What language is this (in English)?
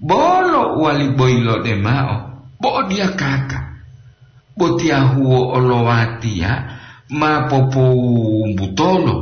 Gorontalo